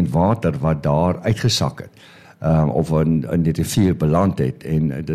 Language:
Afrikaans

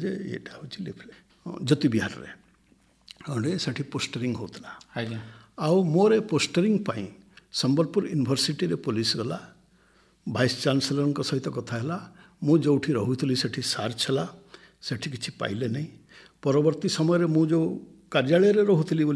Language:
Odia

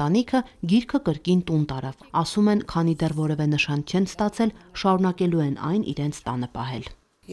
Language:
Armenian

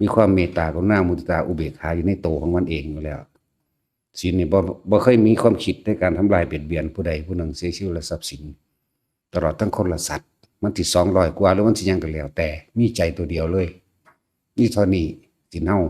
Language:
Northeastern Thai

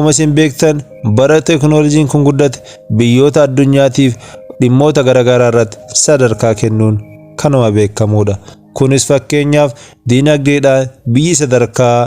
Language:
Oromo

